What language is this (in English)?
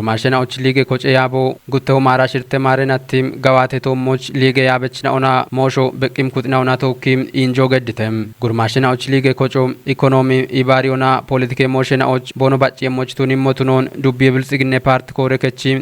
Kafa